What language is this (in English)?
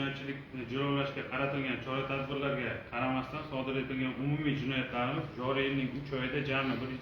Uzbek